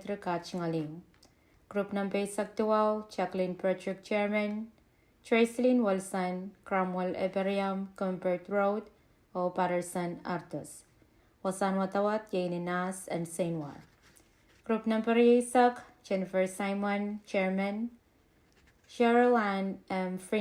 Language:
Pohnpeian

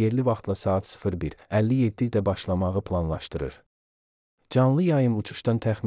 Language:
Azerbaijani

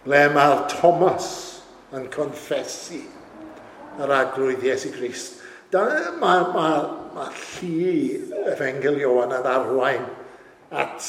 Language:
Welsh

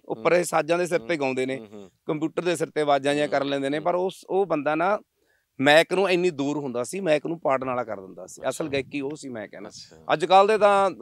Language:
Punjabi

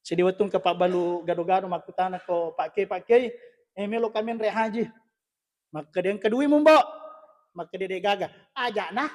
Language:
Buginese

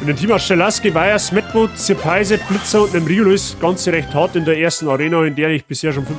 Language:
Bavarian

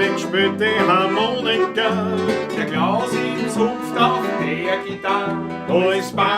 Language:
Bavarian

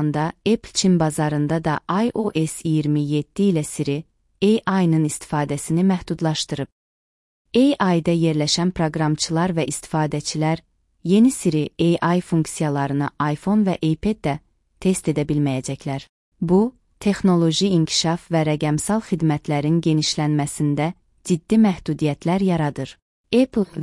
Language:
Azerbaijani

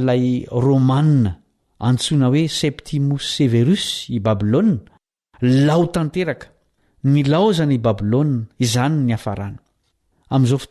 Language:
Malagasy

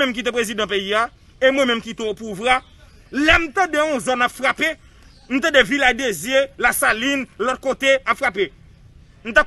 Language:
Haitian Creole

